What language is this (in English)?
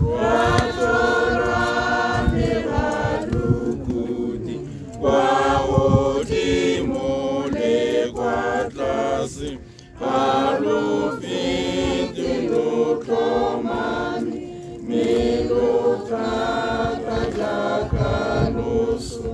Tswana